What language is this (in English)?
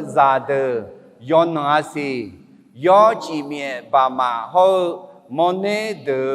Akha